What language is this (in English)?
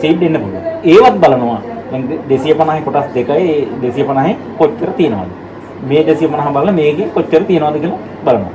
Sinhala